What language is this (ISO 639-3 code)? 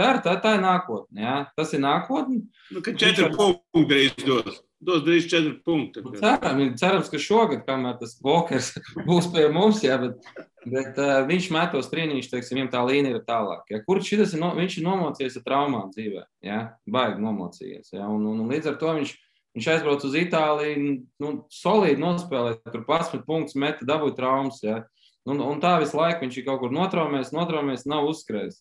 lav